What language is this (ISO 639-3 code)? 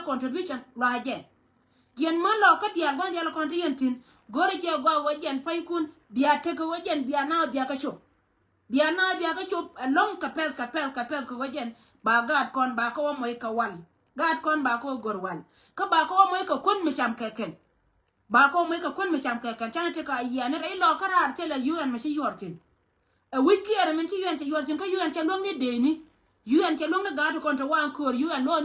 nus